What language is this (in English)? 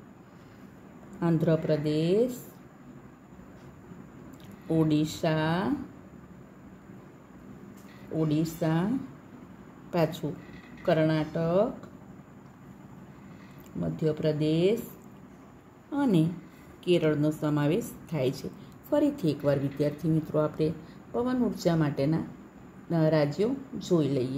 Gujarati